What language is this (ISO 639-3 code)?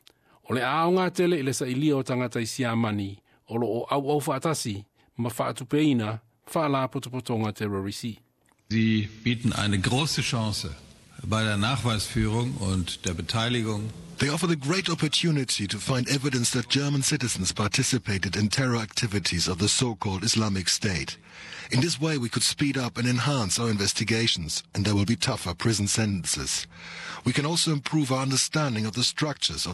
smo